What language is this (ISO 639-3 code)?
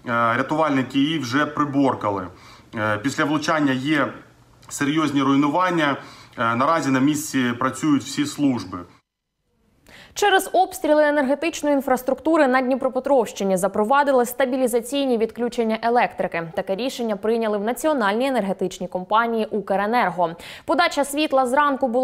ukr